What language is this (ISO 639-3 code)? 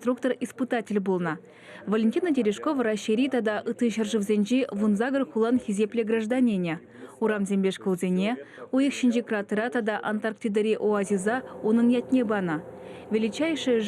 chv